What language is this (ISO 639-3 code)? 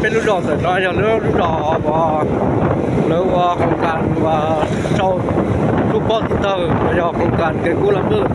hmn